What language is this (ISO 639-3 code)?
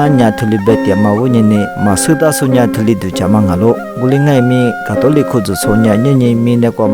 lis